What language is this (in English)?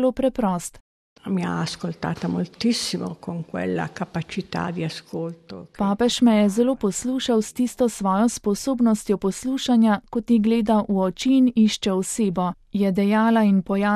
Slovenian